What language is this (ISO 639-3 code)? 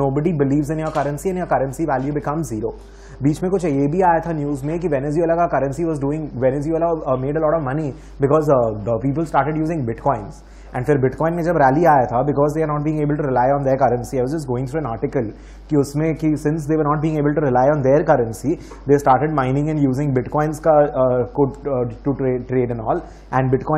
hin